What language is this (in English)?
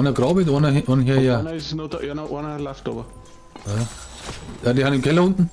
Bavarian